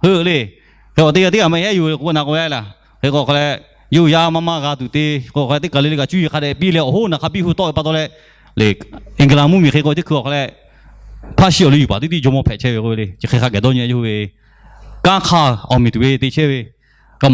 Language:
Lahu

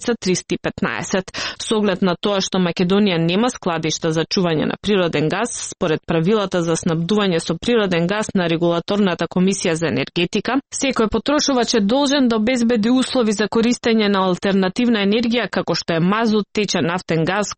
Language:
Macedonian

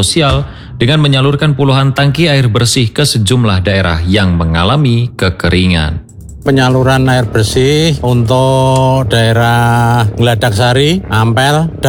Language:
Indonesian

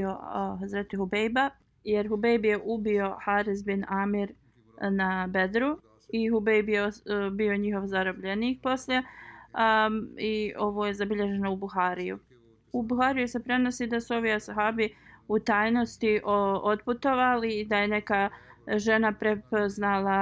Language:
Bosnian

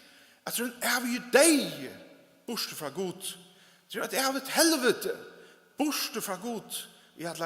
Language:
Faroese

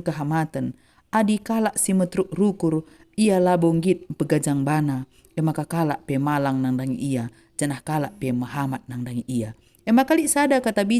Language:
Batak Karo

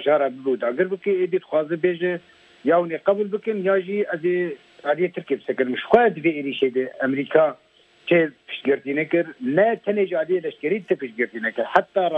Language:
Kurdish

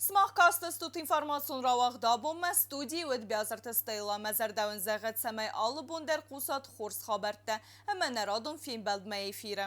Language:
Ossetic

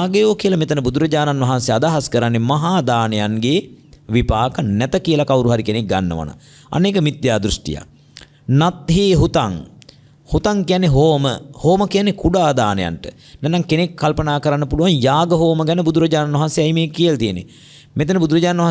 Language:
Sinhala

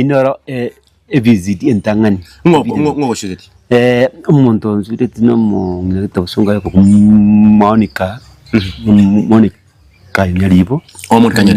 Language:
Gusii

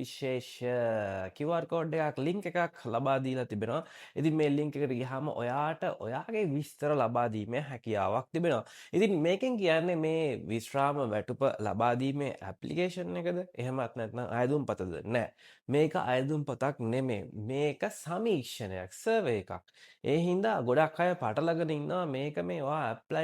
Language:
Sinhala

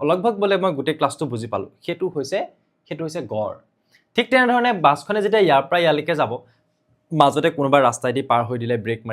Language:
Assamese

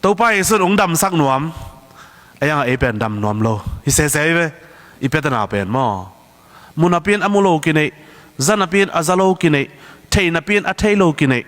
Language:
Tedim Chin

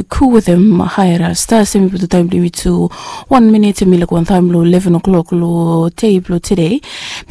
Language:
Bislama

